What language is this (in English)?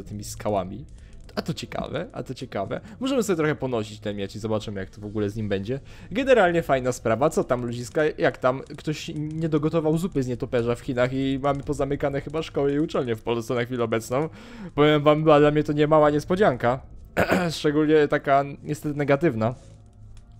Polish